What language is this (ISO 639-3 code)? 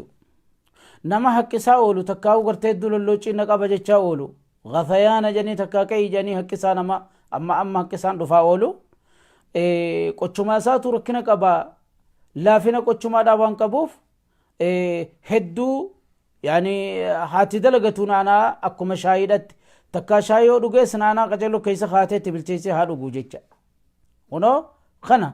orm